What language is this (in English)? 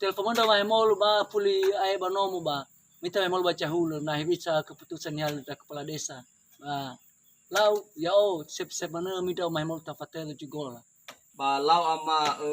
Nias